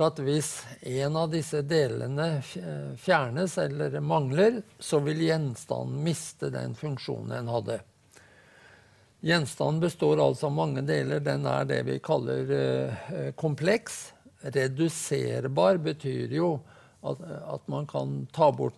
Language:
Norwegian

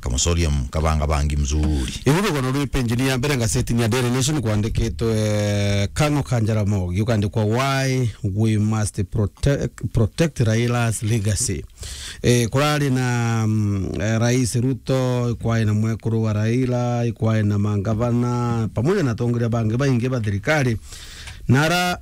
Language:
Meru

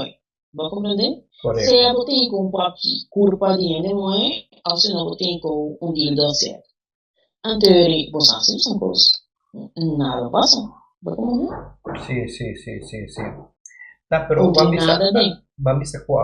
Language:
Papiamento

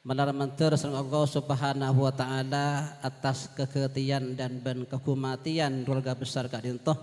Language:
Madurese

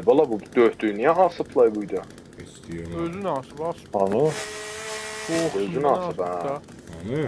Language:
South Azerbaijani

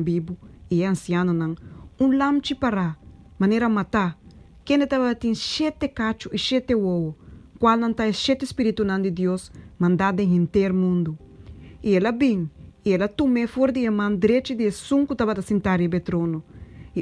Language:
Papiamento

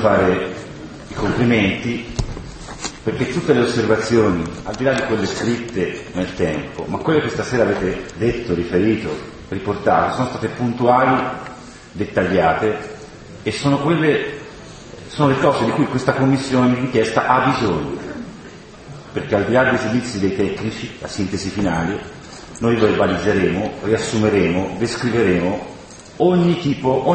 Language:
Italian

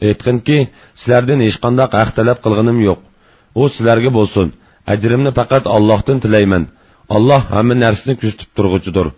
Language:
Uyghur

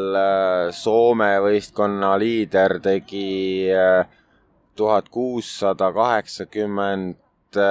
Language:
Estonian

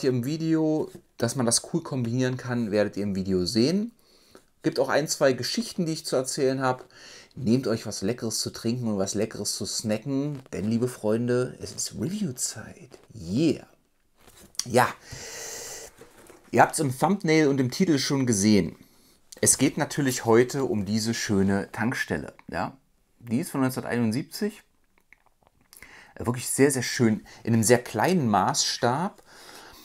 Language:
German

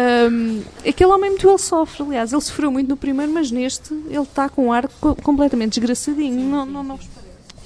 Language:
Portuguese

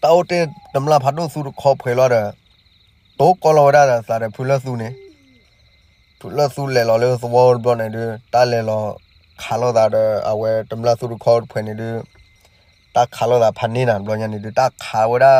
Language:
S'gaw Karen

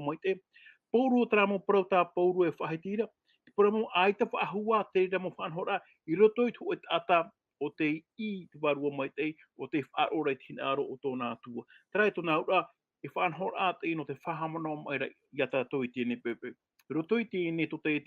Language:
Tahitian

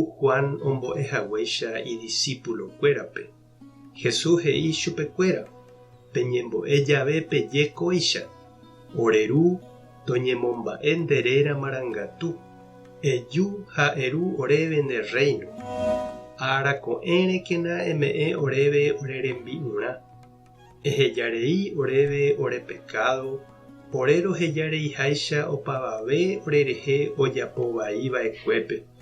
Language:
Guarani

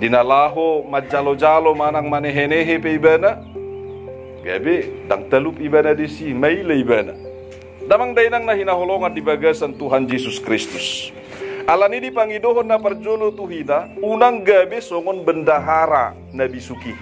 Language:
Batak Toba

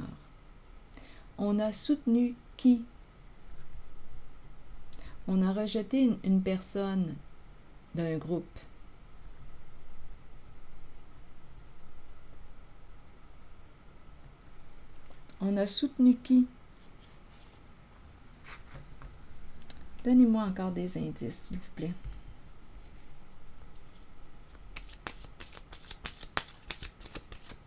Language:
French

